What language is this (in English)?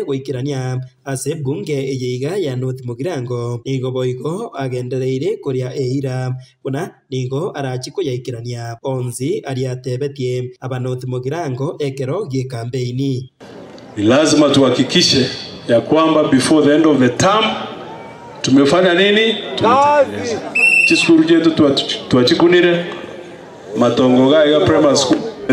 Gusii